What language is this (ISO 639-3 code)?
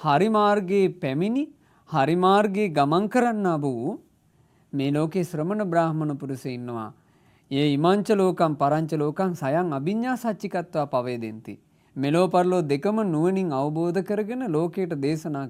sin